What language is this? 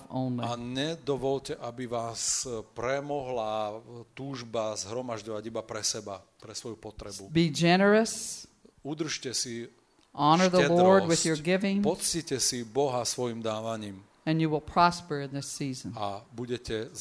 Slovak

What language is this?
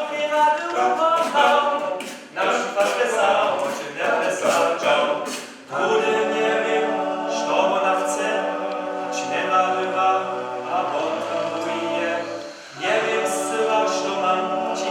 Upper Sorbian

